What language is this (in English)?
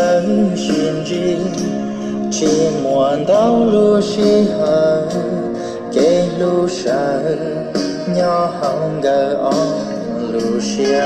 Hmong